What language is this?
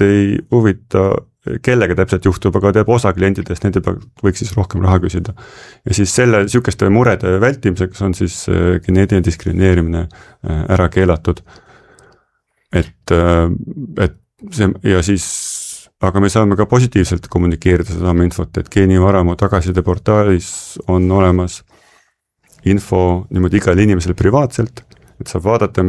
Estonian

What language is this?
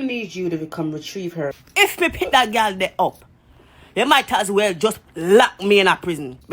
Jamaican Creole English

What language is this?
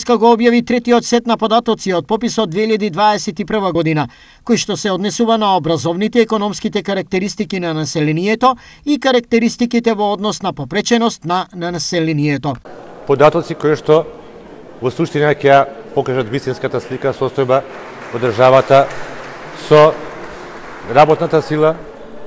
Macedonian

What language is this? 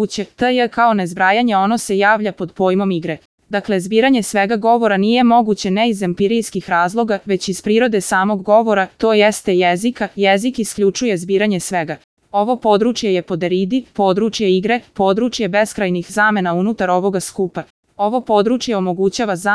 Croatian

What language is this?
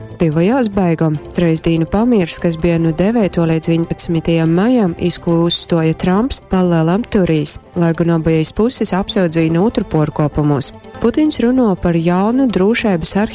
Latgalian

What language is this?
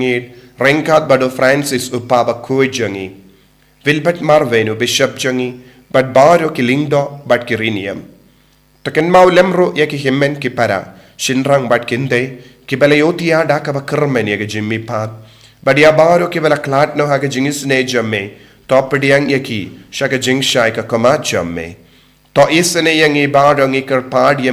Khasi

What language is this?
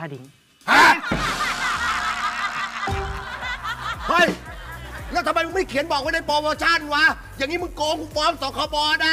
Thai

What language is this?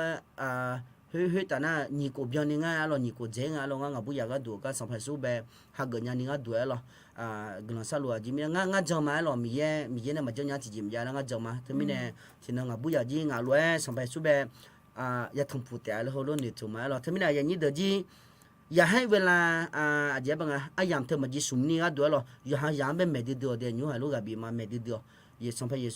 Akha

